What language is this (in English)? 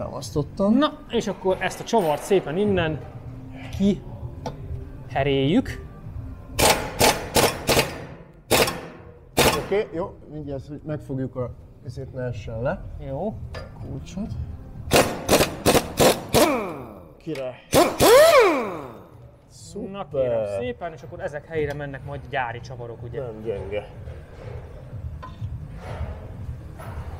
Hungarian